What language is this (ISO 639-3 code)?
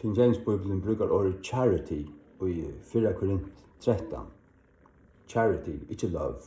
fao